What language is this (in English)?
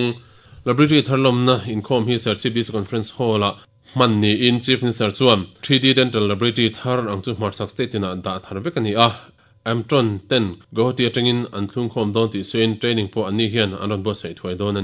Mizo